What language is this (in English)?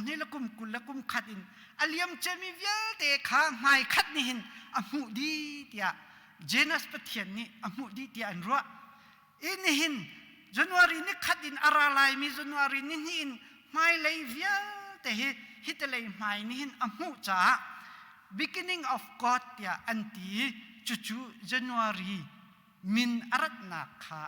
Hakha Chin